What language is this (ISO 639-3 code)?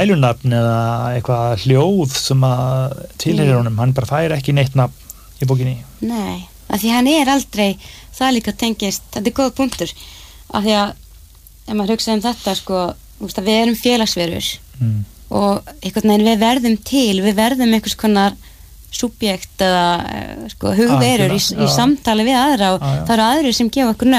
isl